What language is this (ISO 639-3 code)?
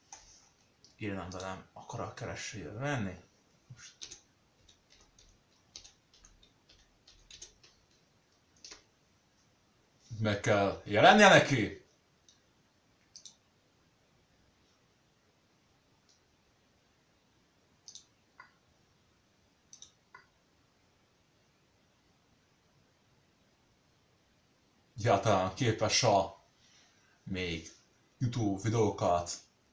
hun